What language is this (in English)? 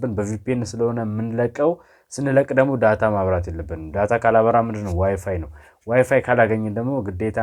Amharic